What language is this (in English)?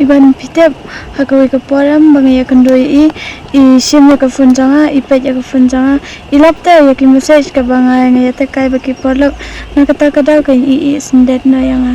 Khasi